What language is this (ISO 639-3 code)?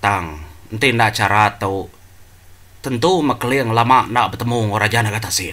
iba